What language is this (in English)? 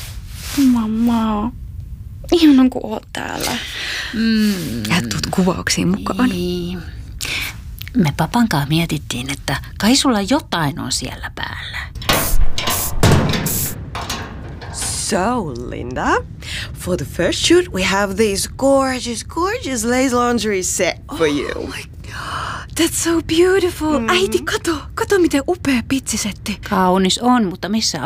Finnish